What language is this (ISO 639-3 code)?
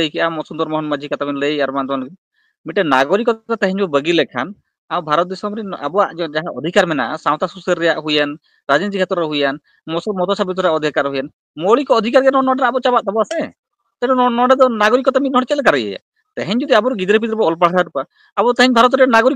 sat